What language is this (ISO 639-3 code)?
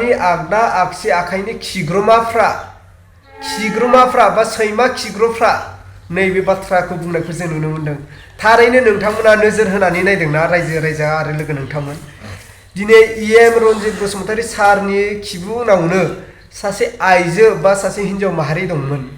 brx